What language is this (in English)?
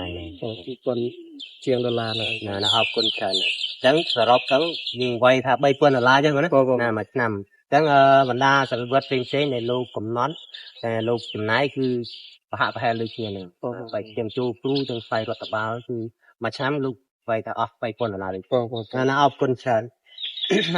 Khmer